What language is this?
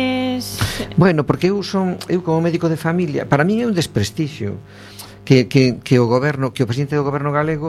Galician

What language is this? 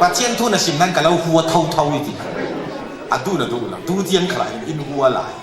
Falam Chin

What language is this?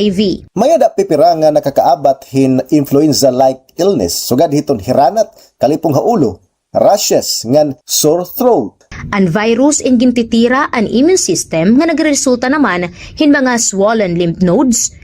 Waray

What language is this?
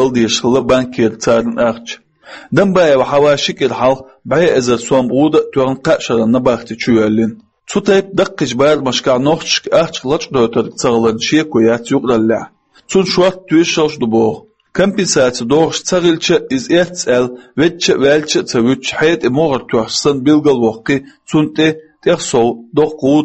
Chechen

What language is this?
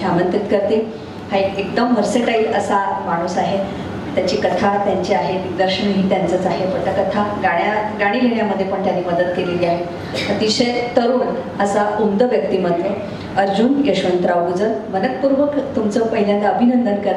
Marathi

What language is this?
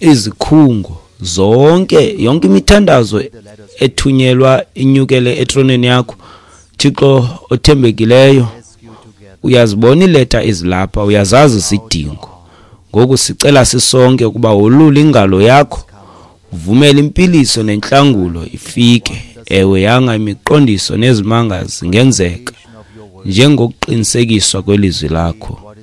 Xhosa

